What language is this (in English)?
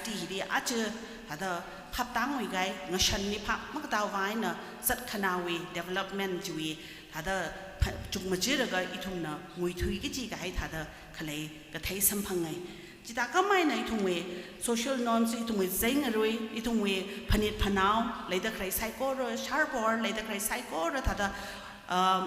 Tangkhul Naga (India)